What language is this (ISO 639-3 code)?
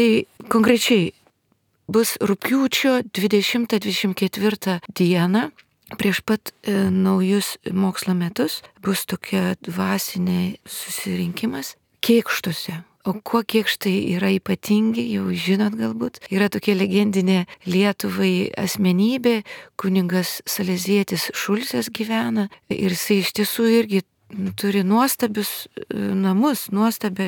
lit